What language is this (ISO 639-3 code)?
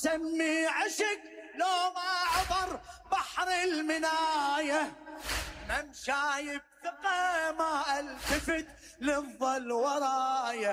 acm